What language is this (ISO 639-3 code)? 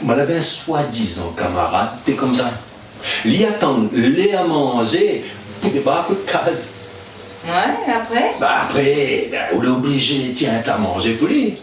rcf